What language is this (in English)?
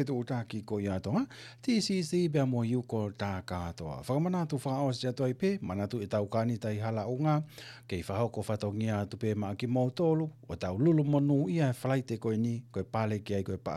Tongan